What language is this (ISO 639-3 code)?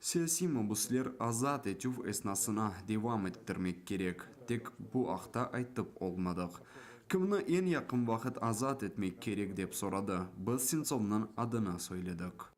crh